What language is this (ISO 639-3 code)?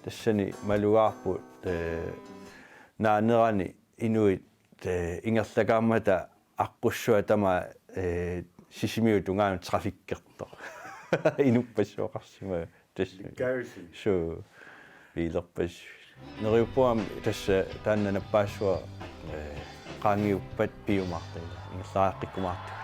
kal